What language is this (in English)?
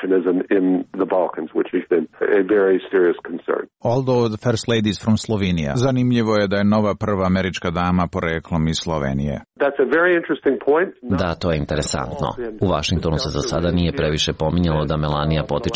Serbian